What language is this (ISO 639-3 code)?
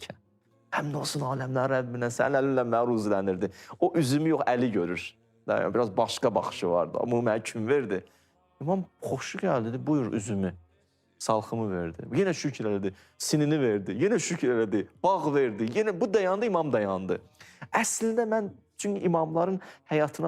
aze